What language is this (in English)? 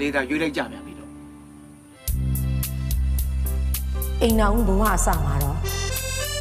Burmese